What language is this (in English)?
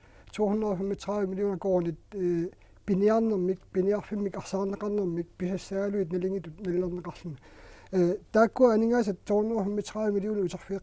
Kalaallisut